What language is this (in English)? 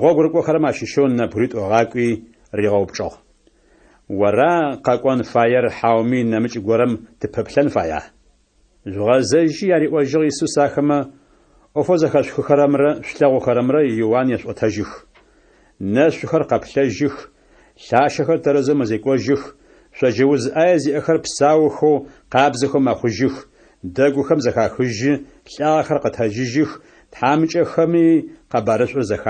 Adyghe